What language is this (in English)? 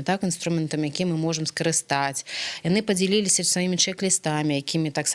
Belarusian